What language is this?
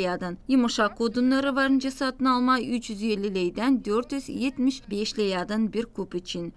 Gagauz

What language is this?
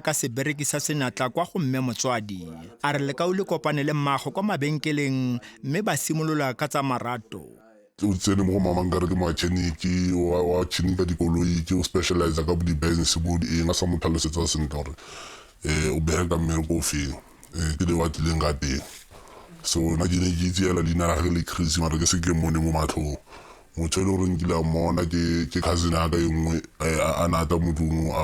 Tswana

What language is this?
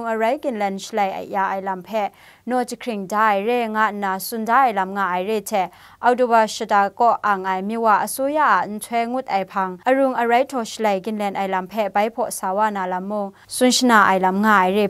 Kachin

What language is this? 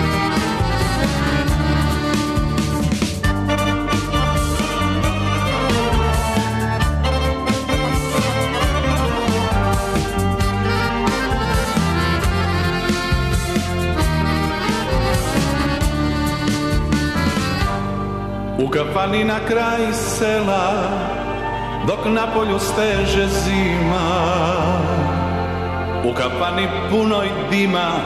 Serbian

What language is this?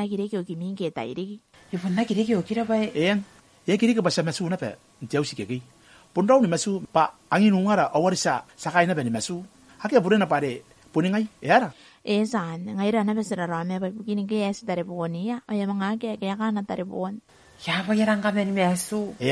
Gilbertese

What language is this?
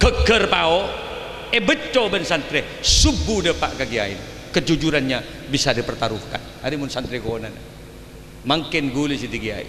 Madurese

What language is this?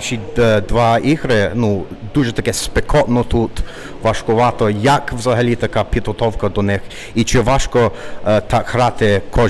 Ukrainian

